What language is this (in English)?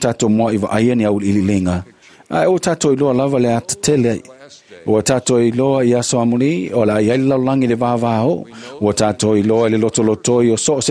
Samoan